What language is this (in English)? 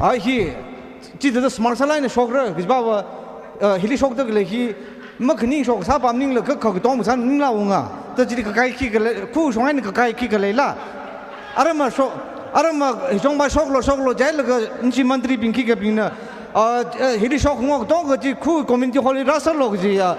Tangkhul Naga (India)